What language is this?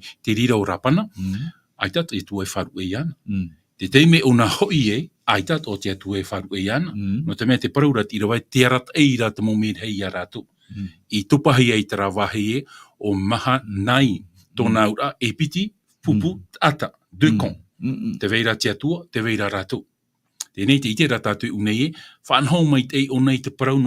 Tahitian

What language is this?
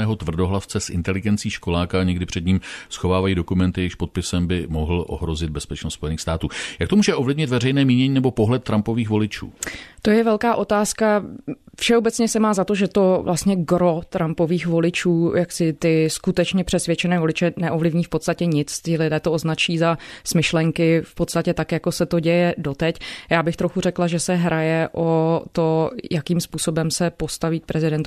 Czech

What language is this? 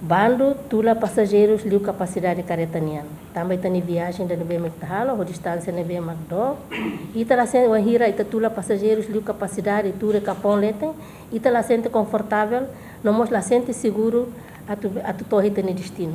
Tetum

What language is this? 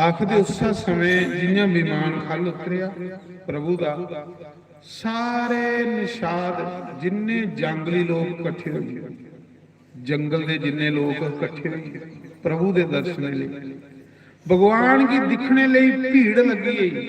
Dogri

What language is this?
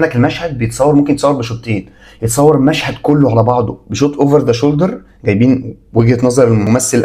Egyptian Arabic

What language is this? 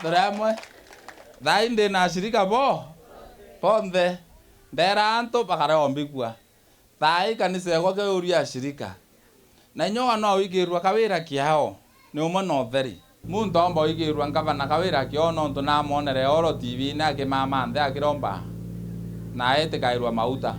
Meru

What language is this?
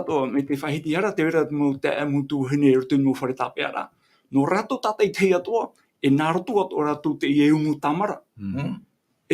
Tahitian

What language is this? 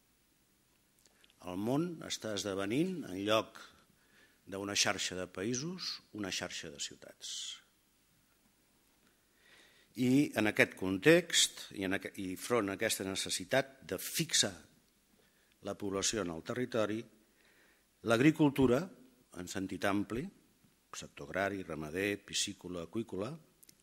Catalan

